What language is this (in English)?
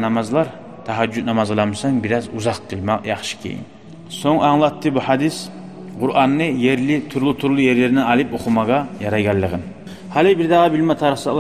Kumyk